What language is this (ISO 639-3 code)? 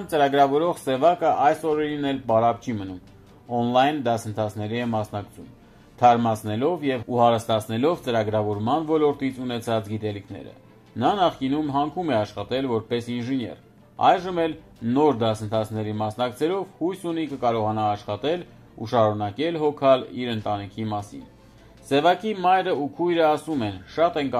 hye